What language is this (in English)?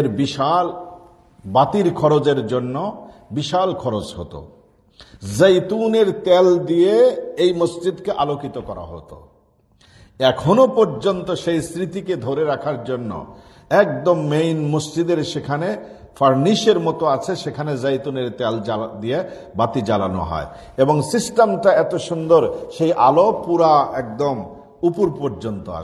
Bangla